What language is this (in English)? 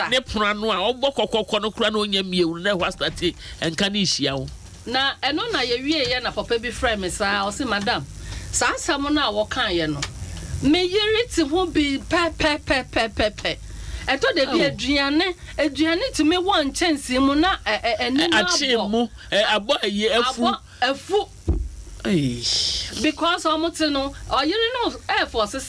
Akan